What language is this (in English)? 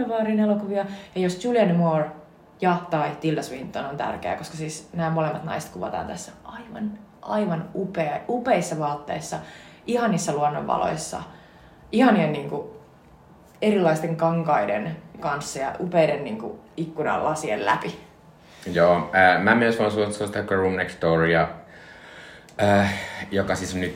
Finnish